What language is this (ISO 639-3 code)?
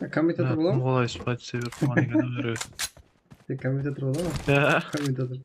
kaa